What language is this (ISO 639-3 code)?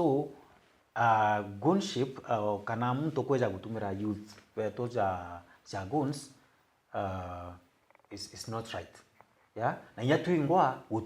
mer